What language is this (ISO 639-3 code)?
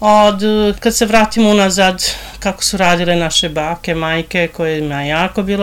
srp